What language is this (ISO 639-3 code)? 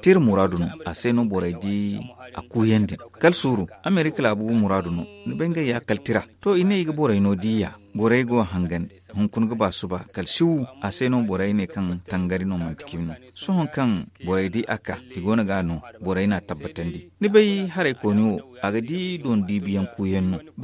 dje